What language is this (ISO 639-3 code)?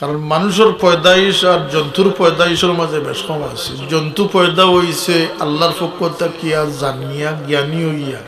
syl